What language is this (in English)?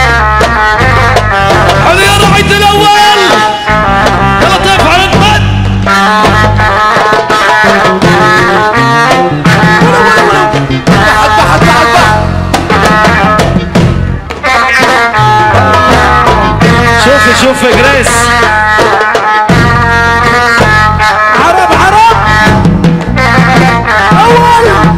North Levantine Arabic